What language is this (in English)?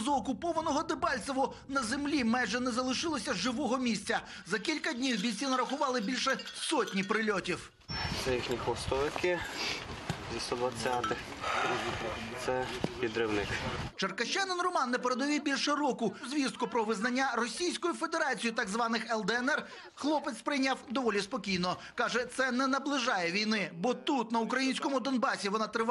Ukrainian